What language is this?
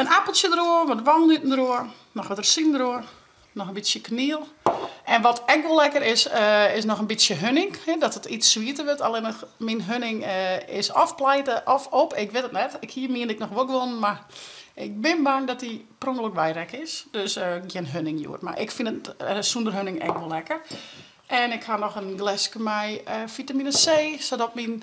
Western Frisian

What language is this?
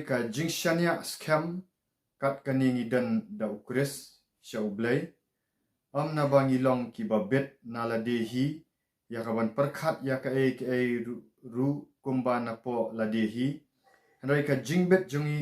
Khasi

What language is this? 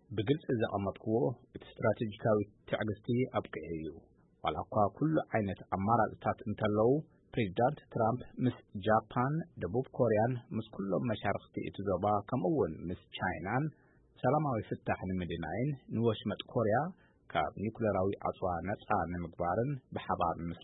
Tigrinya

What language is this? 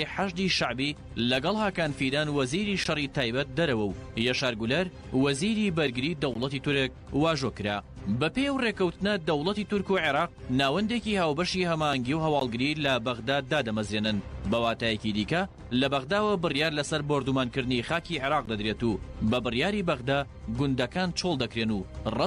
Central Kurdish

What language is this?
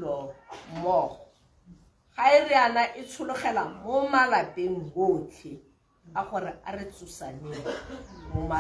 Tswana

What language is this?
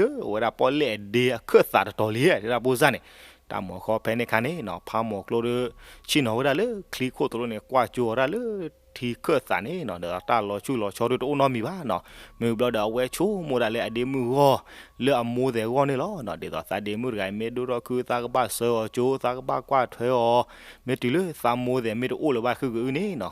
S'gaw Karen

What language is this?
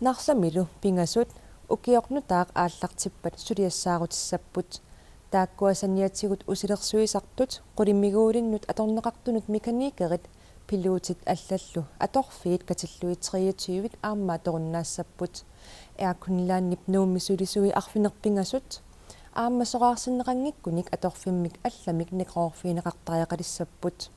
Kalaallisut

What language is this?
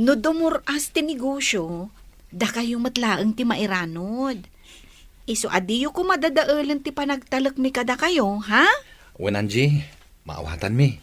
Iloko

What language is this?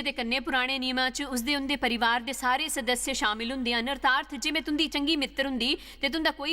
Dogri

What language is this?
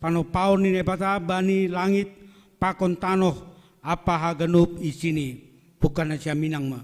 Batak Simalungun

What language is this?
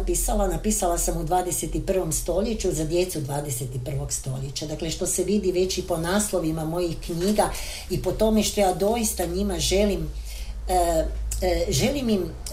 Croatian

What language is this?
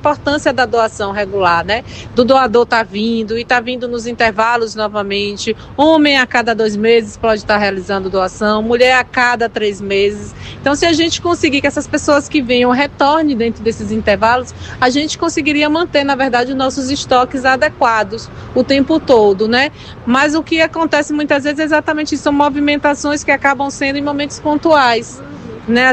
Portuguese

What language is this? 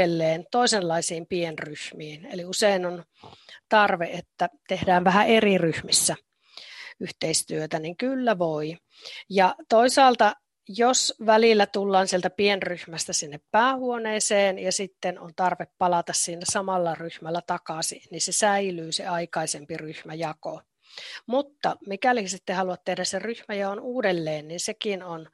Finnish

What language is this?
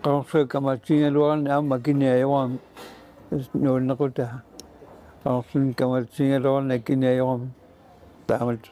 Kalaallisut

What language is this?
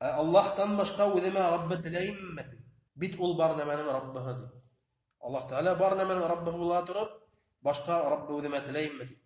Bashkir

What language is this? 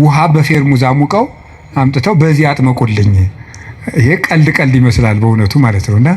Amharic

